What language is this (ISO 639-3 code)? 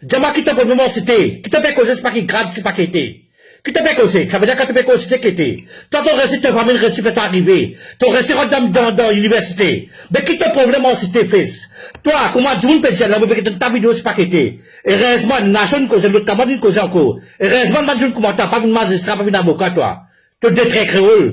mfe